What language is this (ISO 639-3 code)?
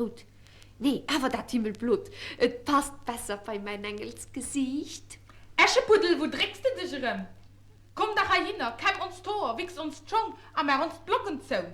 ltz